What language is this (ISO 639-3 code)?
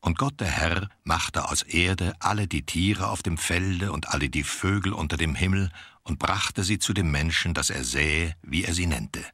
gsw